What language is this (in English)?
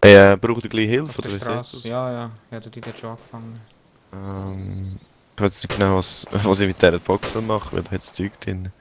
Swiss German